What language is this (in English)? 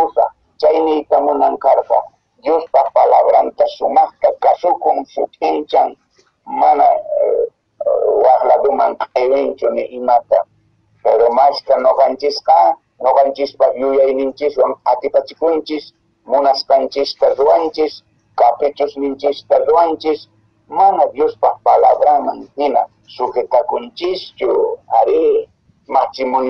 Quechua